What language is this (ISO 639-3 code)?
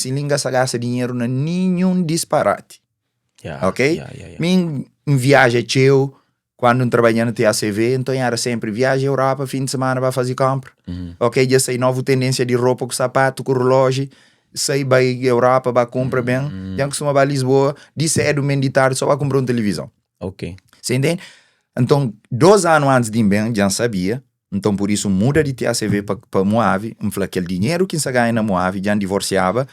kea